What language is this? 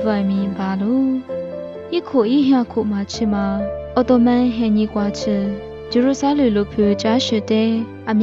Lisu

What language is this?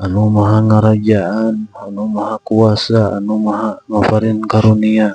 Sundanese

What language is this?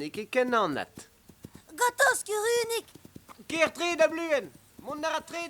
Breton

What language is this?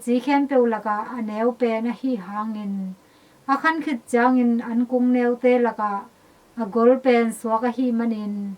Tedim Chin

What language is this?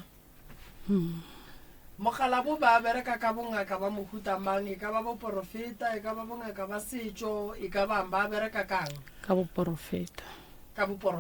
Northern Sotho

